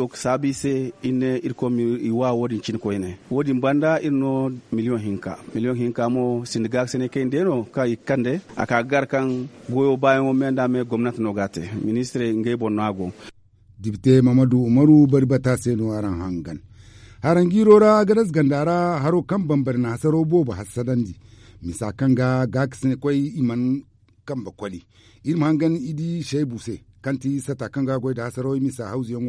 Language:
Zarma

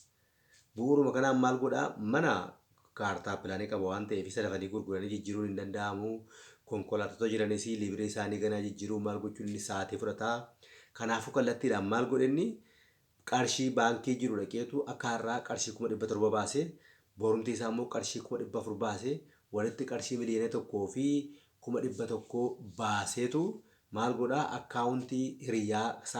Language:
Oromo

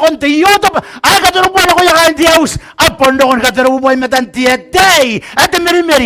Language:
Gilbertese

